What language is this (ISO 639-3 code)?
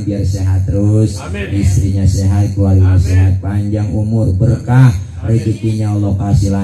bew